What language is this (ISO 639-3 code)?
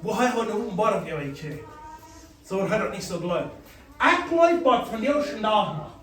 pdt